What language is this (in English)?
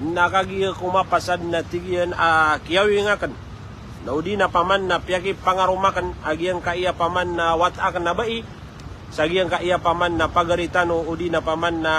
Maranao